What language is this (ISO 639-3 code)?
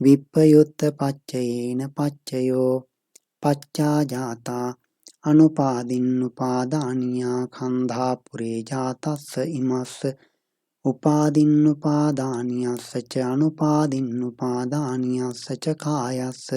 pli